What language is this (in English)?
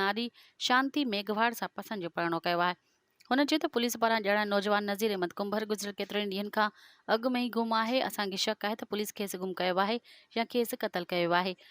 Sindhi